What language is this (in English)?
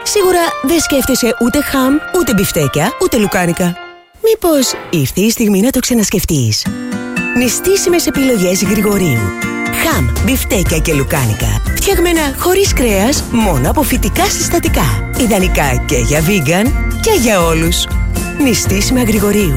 Greek